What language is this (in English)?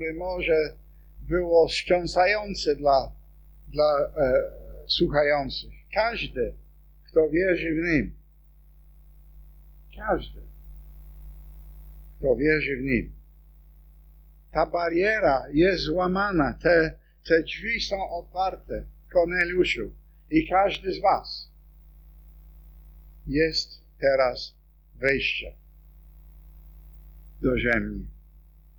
Polish